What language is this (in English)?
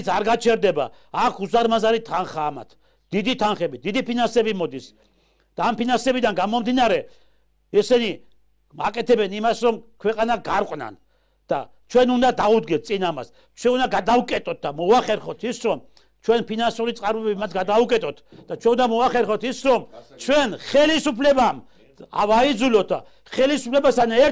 Georgian